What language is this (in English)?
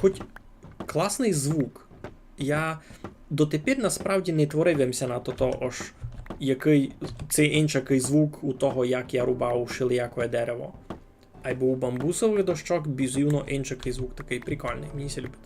Rusyn